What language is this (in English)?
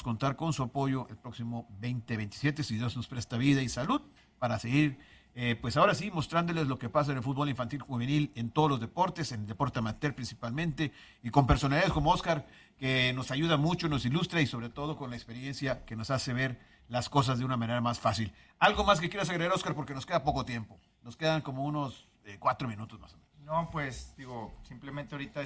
Spanish